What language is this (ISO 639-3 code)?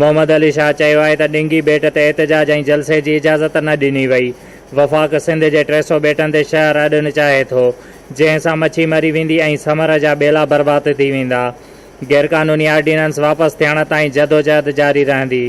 snd